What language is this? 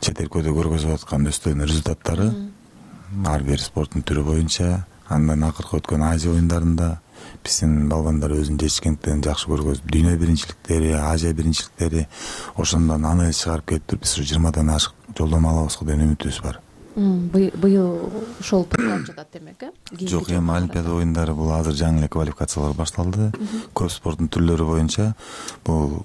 Kyrgyz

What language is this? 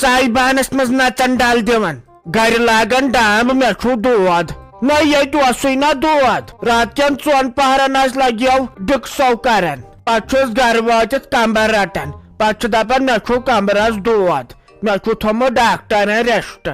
Kashmiri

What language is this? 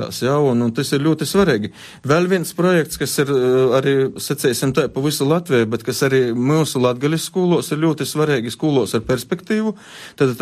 Latvian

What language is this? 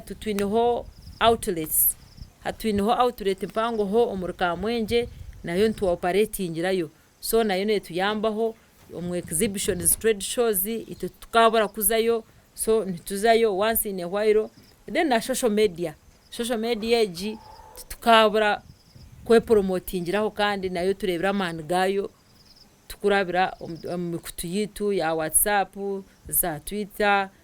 Nyankole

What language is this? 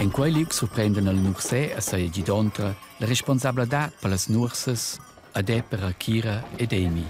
Romansh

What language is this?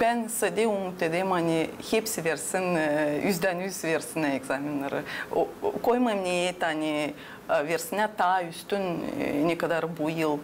Gagauz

